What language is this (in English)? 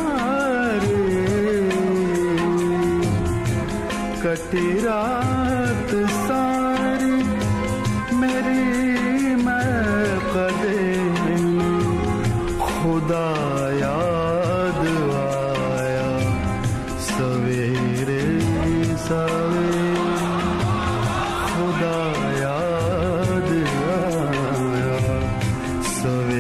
Marathi